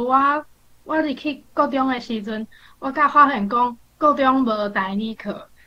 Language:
Min Nan Chinese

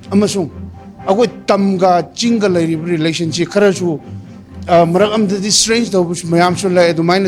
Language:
Manipuri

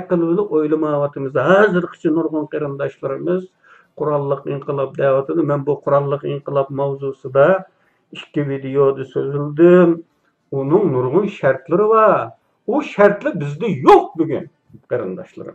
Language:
Uyghur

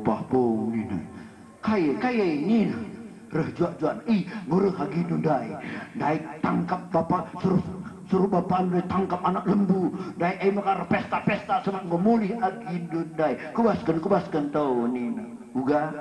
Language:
Batak Karo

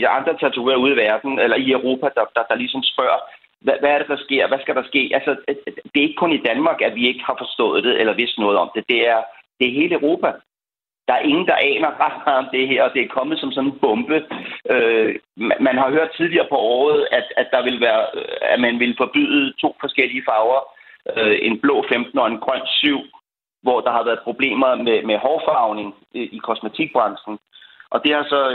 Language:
Danish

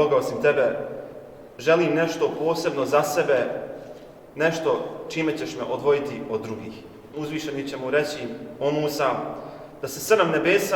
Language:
Bosnian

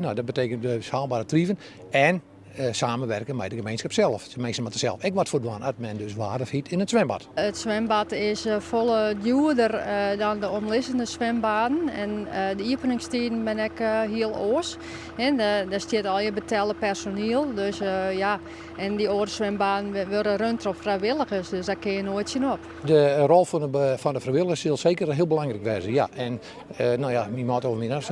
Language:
Western Frisian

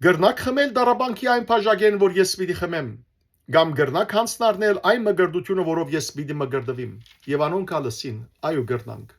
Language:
Western Armenian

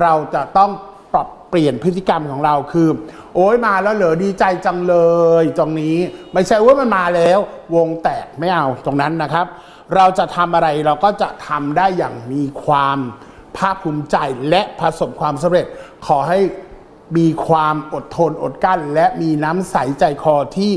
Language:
Thai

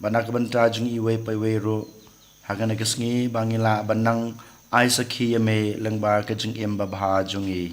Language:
Khasi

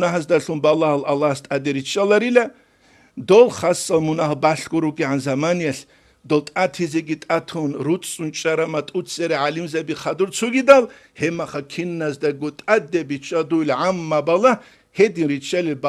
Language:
Avaric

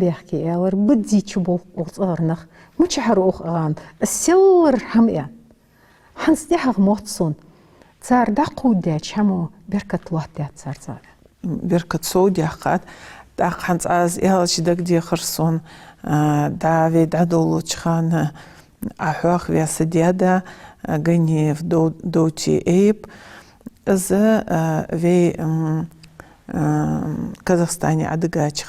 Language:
Ingush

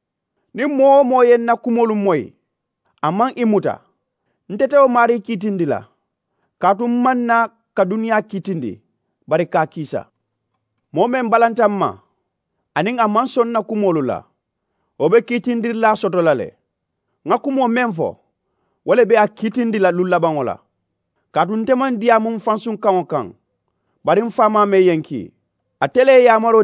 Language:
Mandingo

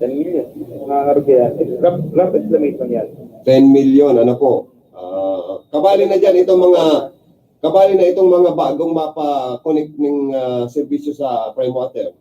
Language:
Bikol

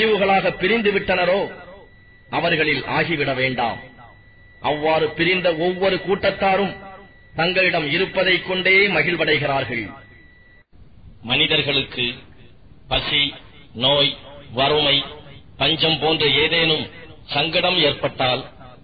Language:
Tamil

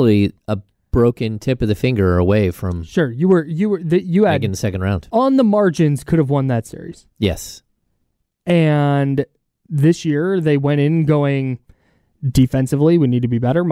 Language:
English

